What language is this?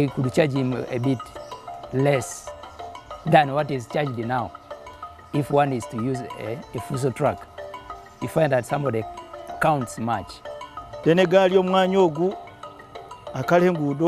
Nyankole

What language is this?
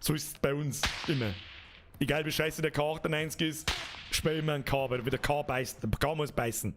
Bavarian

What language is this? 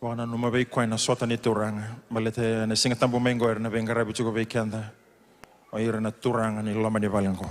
Fijian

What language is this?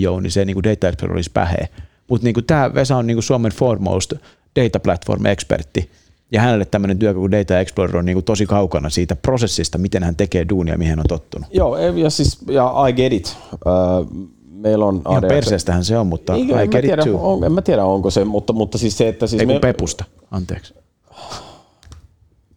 Finnish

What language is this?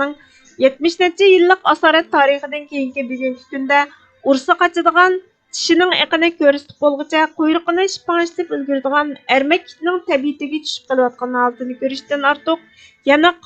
Uyghur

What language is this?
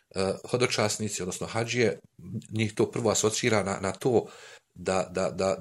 Bosnian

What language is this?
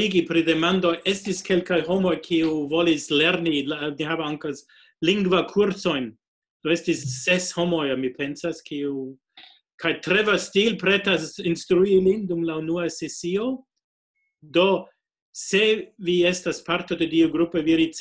Esperanto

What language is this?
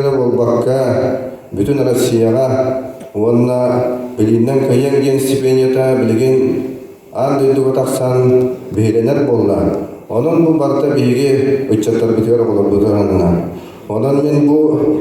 Yakut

